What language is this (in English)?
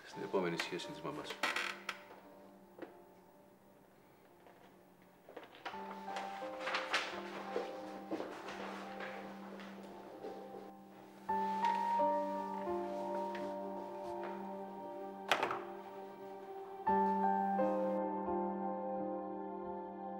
Greek